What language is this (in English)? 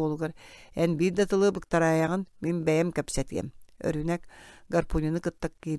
Yakut